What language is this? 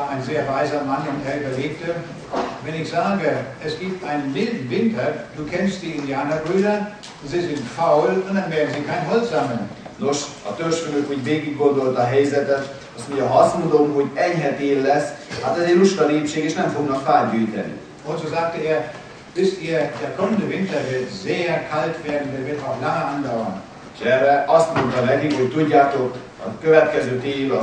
Hungarian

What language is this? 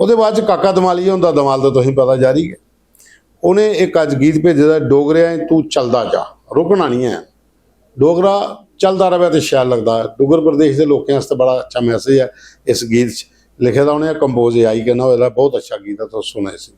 Dogri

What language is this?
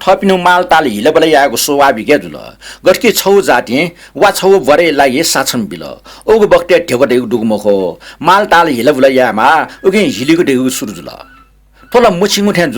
Newari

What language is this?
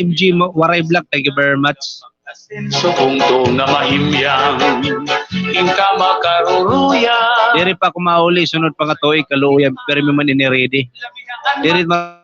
Waray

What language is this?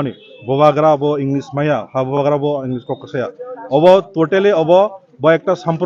Kok Borok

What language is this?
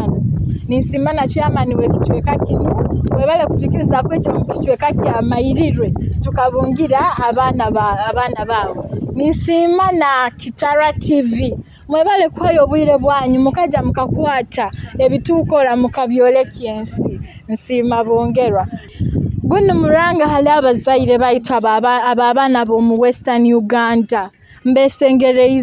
Nyoro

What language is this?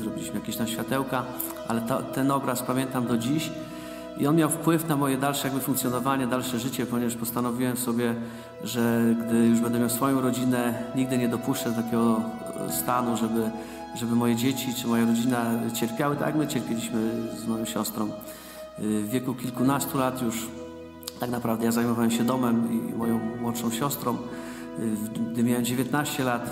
Polish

